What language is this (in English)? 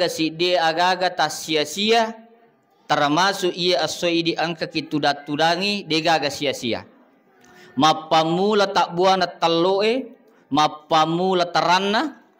Buginese